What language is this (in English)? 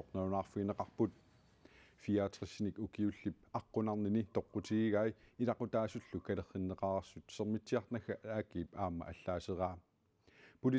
Kalaallisut